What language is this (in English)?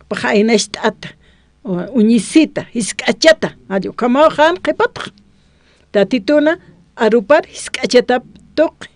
Aymara